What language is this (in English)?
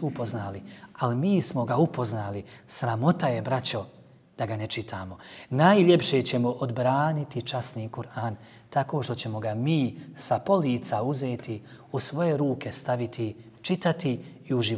Bosnian